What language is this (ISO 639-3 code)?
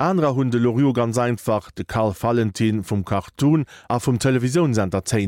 ltz